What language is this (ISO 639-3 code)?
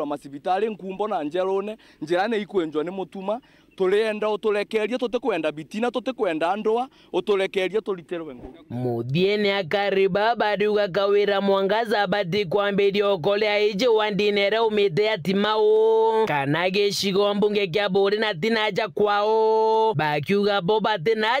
mer